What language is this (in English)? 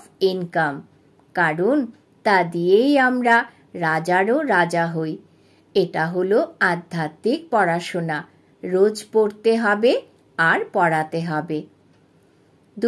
Bangla